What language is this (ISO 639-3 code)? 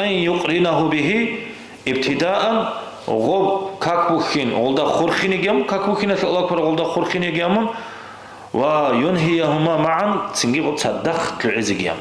ava